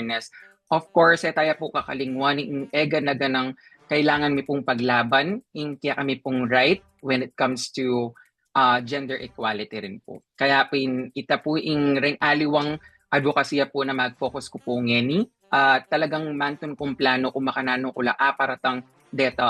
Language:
Pampanga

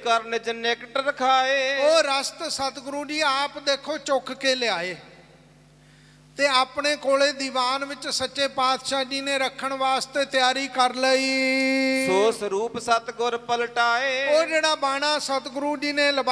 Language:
Punjabi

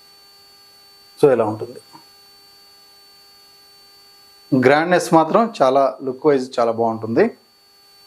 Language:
Telugu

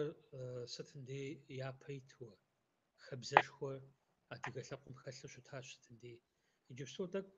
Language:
Kabardian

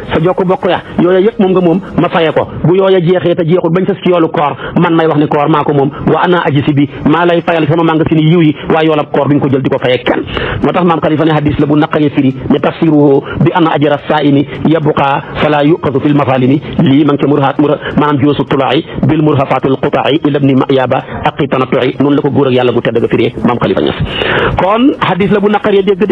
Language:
Wolof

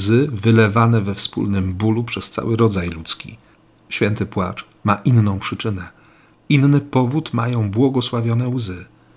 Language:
Polish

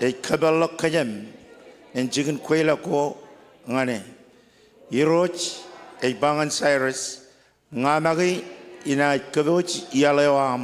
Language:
Marshallese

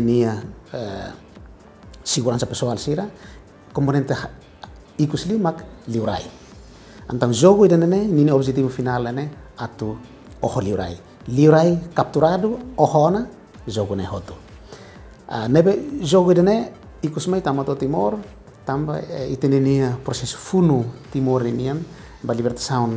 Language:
Tetum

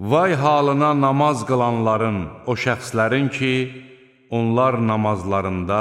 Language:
Azerbaijani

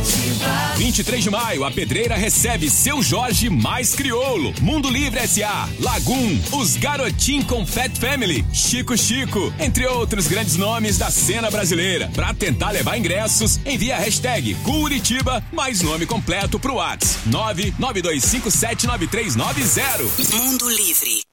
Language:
Portuguese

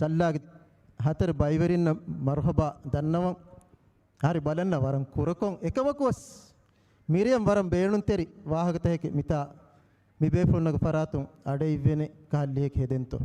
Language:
Divehi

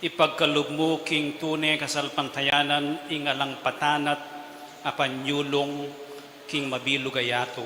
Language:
Pampanga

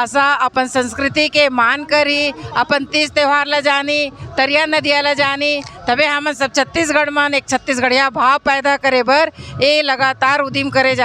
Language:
Chhattisgarhi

